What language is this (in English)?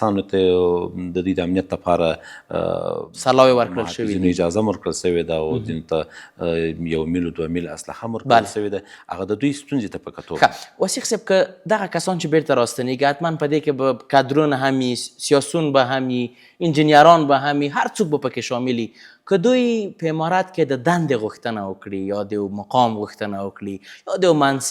Pashto